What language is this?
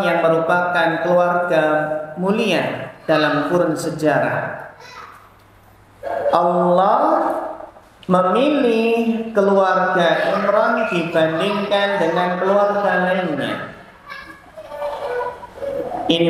Indonesian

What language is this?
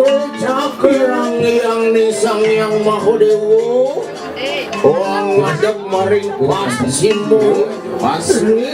Balinese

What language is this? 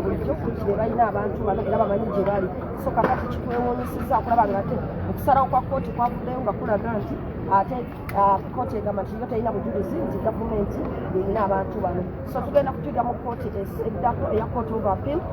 Ganda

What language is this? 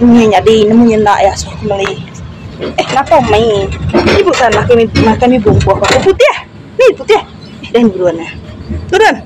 Iban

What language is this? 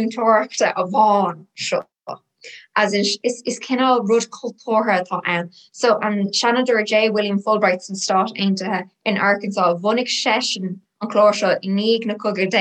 Irish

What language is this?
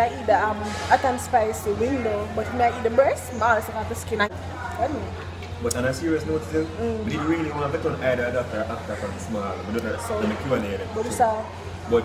Jamaican Creole English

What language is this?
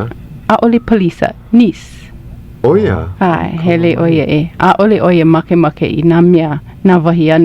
Hawaiian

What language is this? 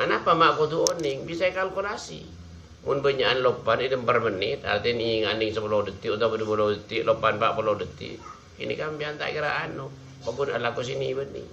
Madurese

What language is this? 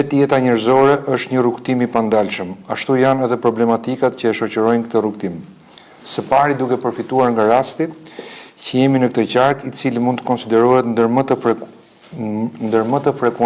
Albanian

